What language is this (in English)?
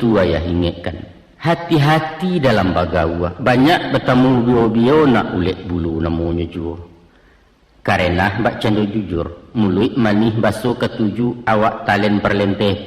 Minangkabau